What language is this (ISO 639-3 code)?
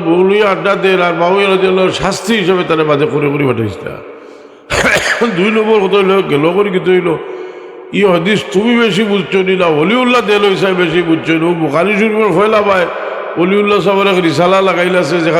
syl